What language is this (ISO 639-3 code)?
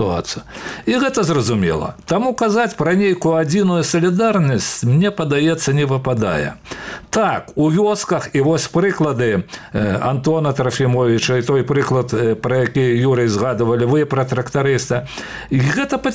bel